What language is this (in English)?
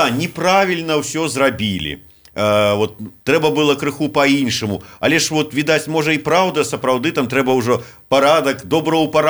Belarusian